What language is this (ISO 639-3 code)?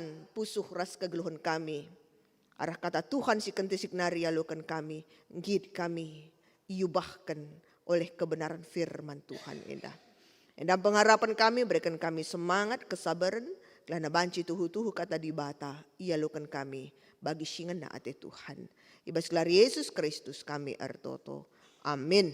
btx